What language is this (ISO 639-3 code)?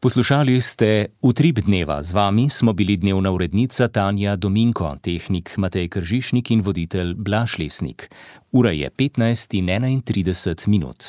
slv